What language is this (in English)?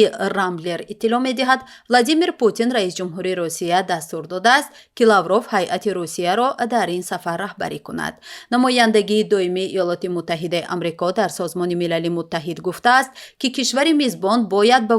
Tajik